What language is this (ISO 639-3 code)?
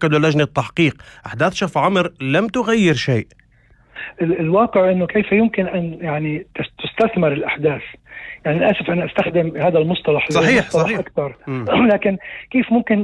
apc